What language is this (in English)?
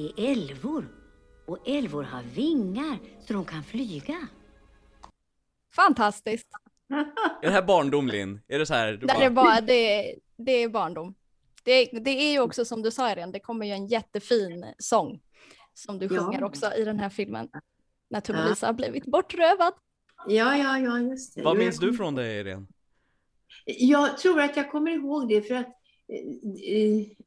Swedish